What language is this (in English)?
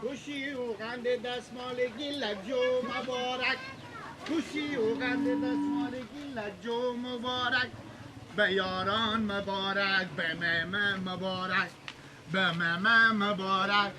Persian